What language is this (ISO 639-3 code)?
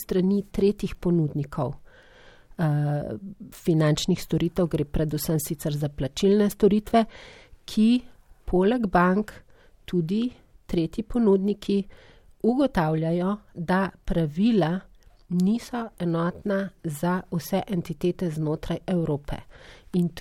slv